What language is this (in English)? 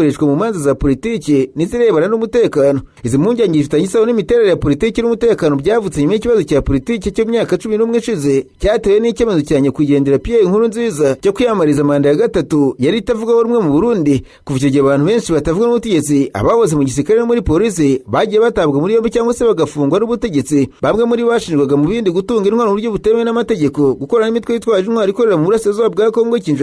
Kinyarwanda